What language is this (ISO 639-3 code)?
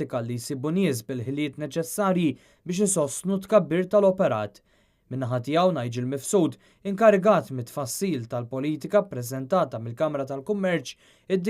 mlt